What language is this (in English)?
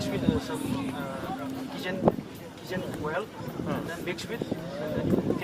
Tangkhul Naga (India)